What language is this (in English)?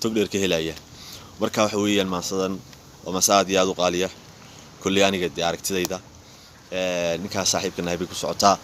Somali